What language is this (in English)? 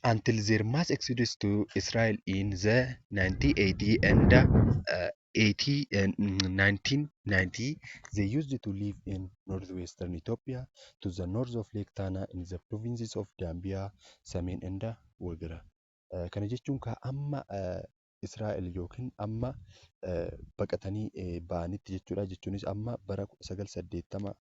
Oromo